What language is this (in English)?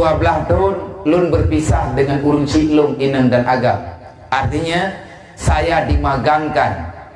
Achinese